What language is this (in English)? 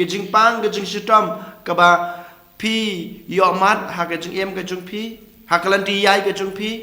Khasi